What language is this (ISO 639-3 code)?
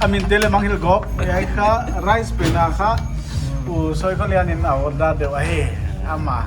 pck